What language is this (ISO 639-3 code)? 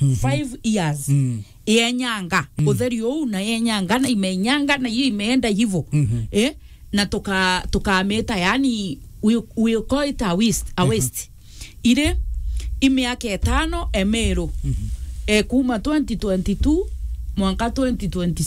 mer